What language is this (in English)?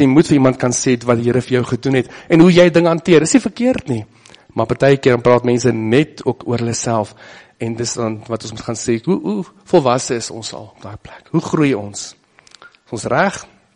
Afrikaans